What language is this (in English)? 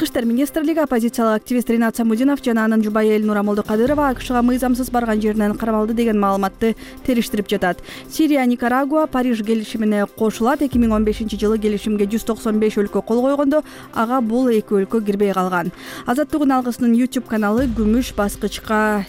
Kyrgyz